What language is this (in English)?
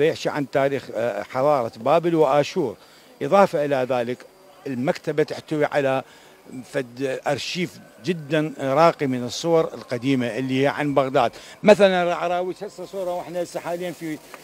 Mesopotamian Arabic